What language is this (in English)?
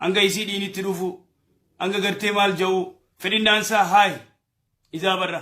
Oromo